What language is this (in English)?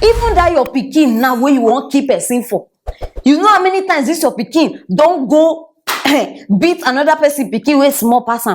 Nigerian Pidgin